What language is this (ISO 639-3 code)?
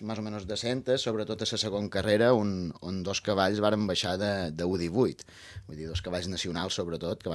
cat